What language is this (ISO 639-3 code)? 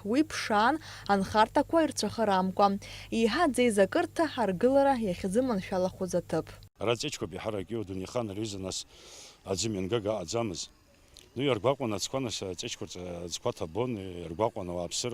abk